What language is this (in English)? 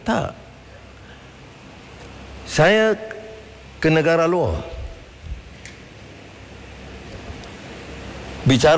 Malay